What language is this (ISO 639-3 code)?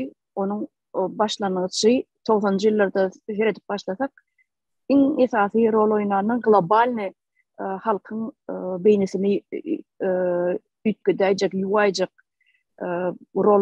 tuk